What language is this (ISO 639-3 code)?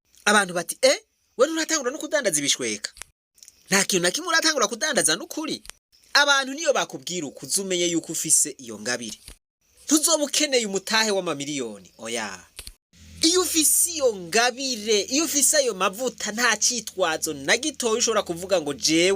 run